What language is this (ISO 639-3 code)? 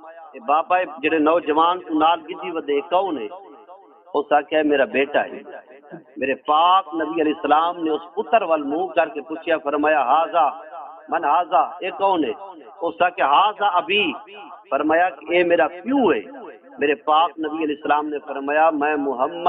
skr